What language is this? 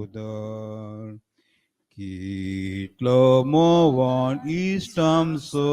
Konkani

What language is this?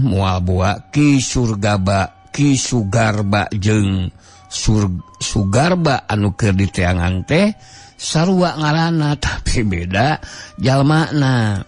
Sundanese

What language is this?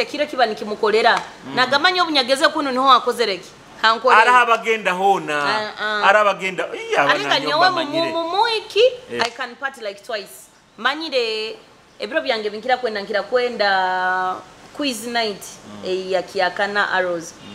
Nyoro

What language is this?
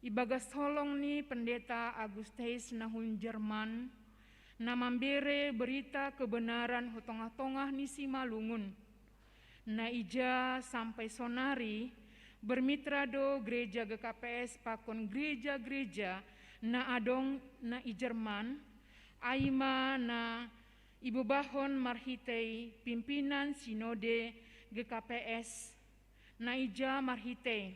Batak Simalungun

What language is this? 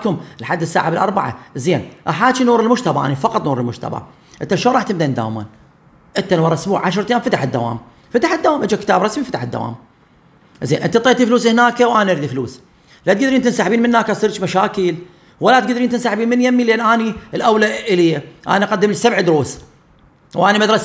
Mesopotamian Arabic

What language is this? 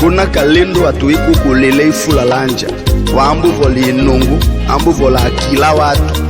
Tetela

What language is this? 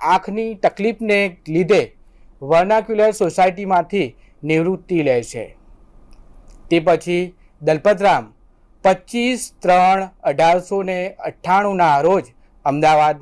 Gujarati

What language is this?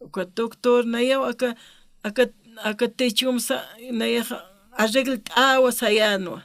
Aymara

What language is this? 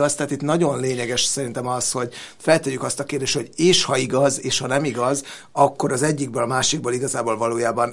Hungarian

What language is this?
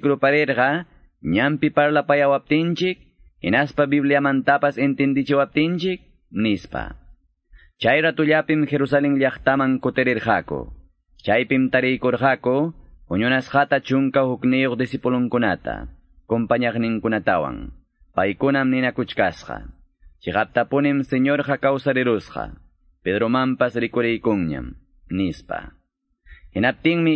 Quechua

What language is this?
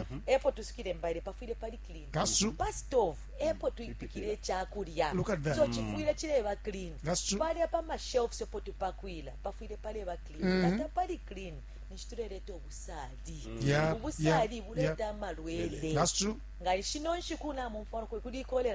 Bemba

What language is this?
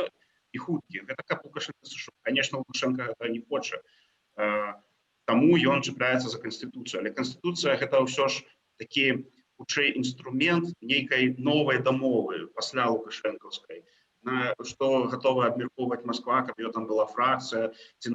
Belarusian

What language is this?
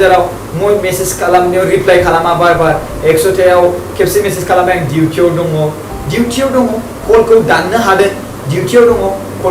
Bodo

